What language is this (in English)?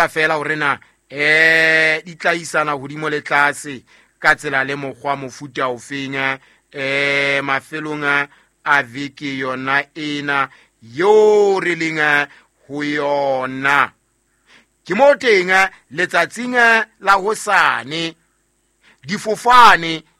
Southern Sotho